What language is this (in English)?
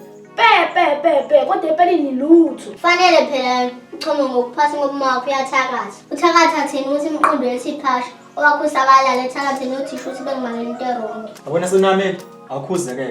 Zulu